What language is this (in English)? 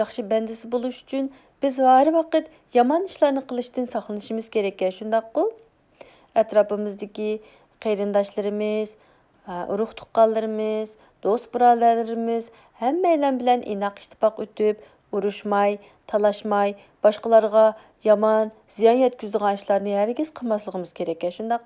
Uyghur